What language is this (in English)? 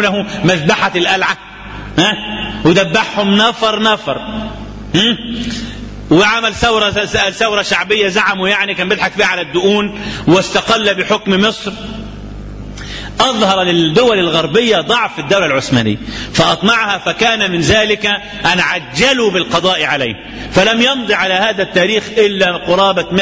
Arabic